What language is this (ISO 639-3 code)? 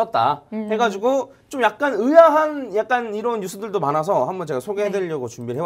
kor